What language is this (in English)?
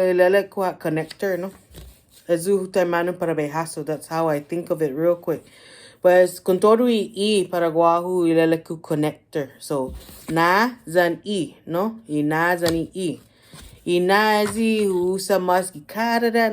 Chamorro